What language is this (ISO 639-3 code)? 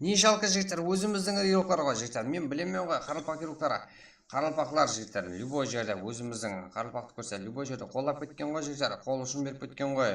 kaa